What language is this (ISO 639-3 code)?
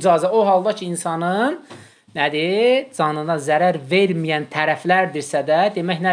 aze